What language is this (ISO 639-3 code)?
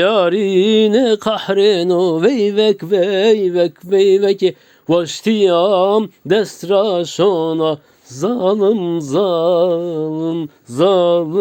zza